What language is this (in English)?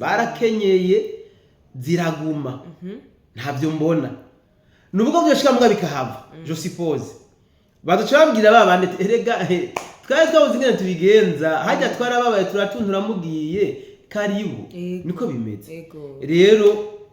Rundi